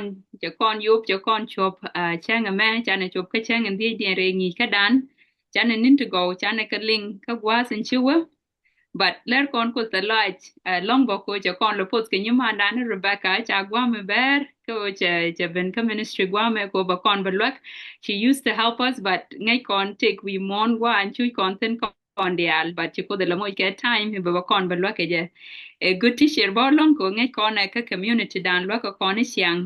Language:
Nuer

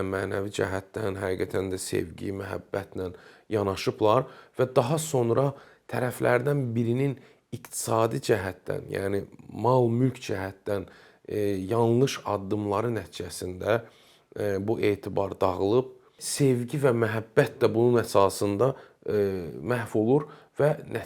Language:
Azerbaijani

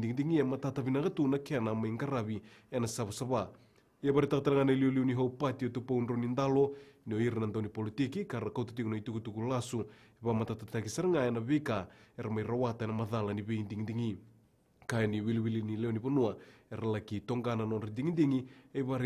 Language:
Fijian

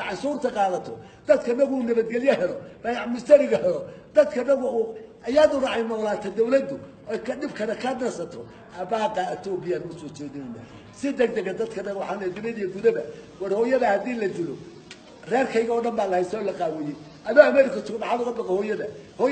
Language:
Somali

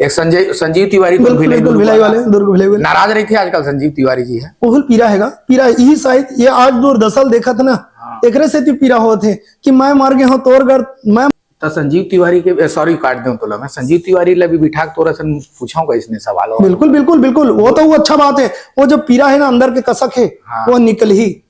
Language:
Chhattisgarhi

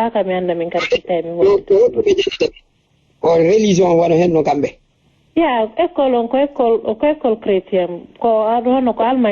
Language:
Fula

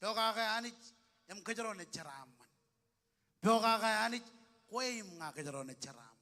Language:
Marshallese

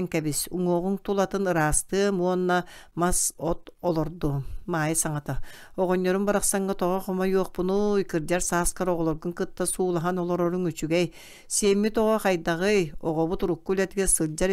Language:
Yakut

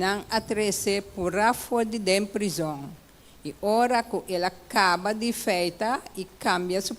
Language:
Papiamento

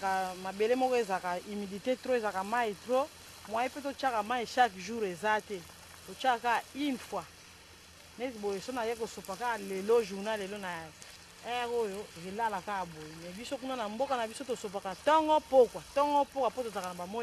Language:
Lingala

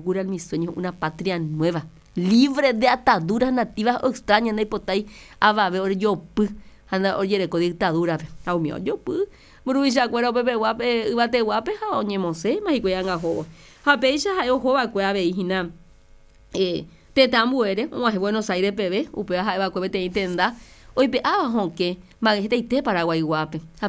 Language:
Guarani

